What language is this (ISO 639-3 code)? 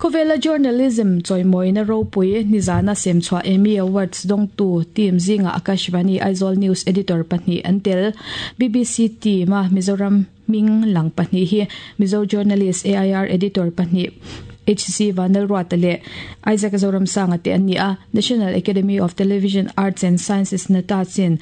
lus